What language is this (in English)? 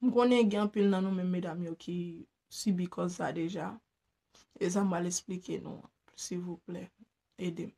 Haitian Creole